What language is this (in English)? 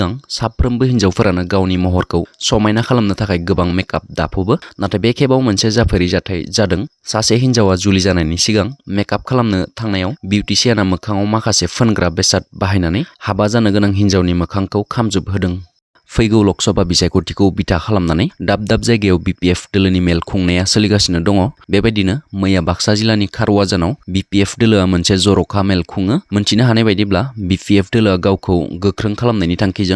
Bodo